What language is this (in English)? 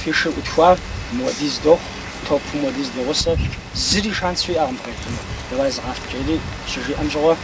Kabardian